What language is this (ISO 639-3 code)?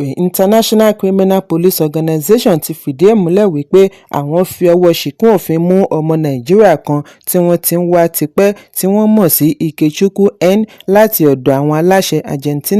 yor